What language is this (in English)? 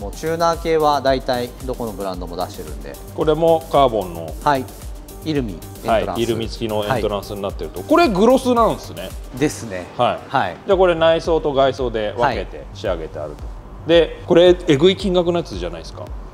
Japanese